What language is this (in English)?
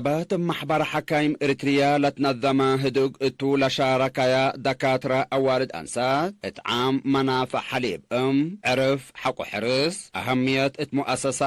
Tigre